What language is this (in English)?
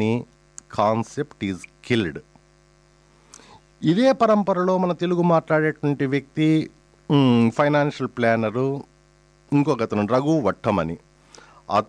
Telugu